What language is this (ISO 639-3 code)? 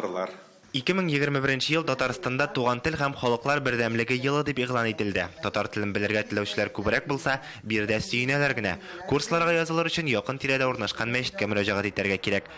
tat